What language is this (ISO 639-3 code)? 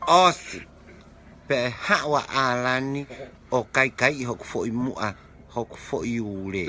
ton